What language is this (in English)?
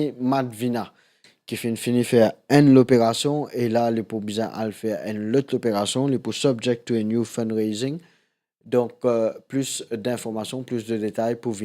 Morisyen